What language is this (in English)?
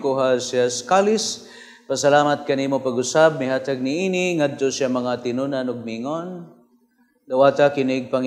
Cebuano